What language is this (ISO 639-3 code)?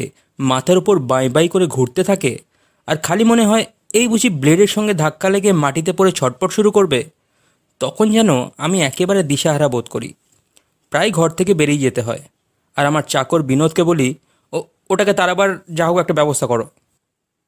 ben